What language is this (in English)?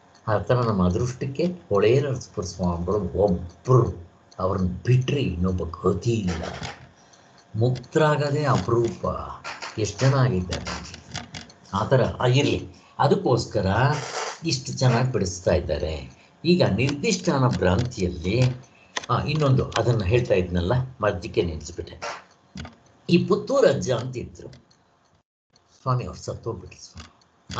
Kannada